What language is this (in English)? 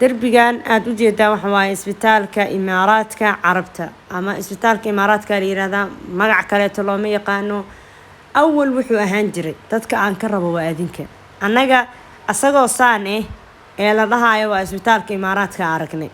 Somali